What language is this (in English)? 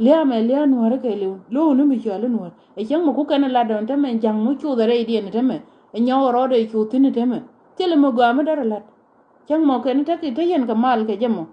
Nuer